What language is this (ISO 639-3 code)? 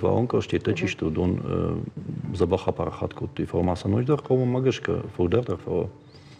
oss